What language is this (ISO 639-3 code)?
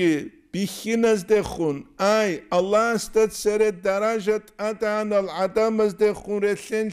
ava